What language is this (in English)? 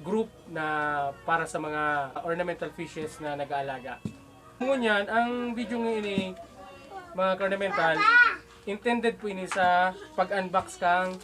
Bikol